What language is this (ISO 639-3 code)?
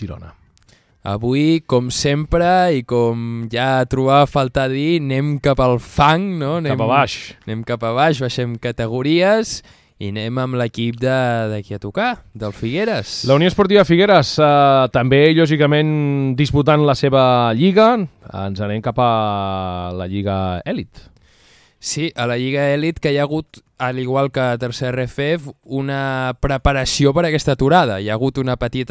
cat